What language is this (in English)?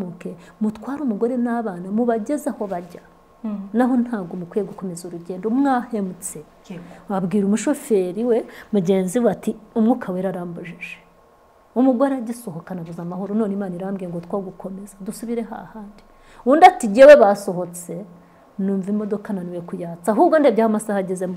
Kinyarwanda